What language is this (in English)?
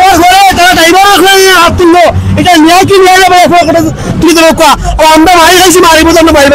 Sylheti